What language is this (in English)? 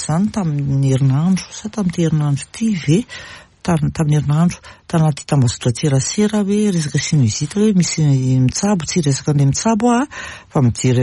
Malagasy